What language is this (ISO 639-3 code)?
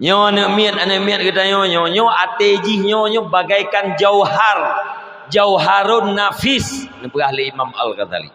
ace